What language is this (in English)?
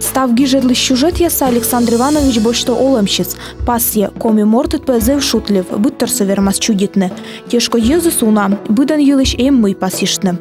Komi